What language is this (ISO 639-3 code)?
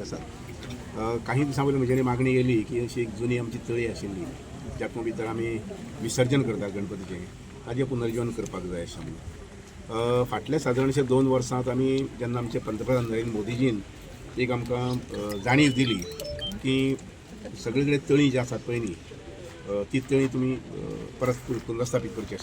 kok